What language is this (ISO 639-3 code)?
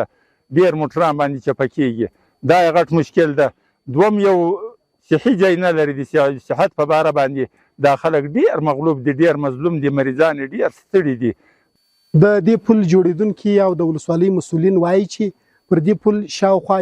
pus